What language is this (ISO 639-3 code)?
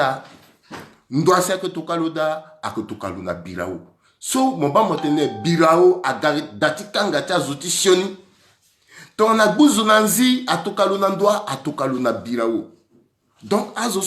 sag